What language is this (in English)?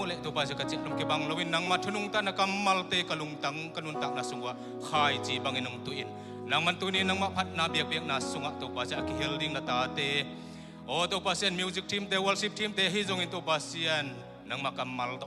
Tedim Chin